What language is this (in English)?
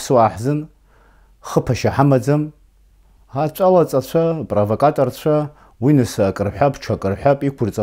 Abkhazian